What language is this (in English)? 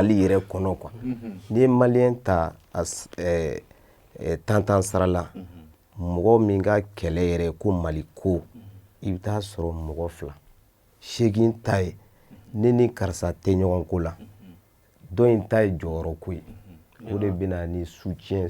Bambara